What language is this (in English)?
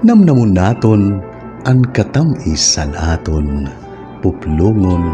Waray